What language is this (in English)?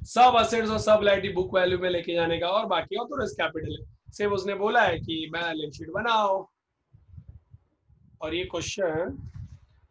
Hindi